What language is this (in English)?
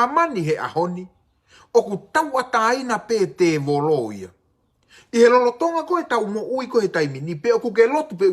Tongan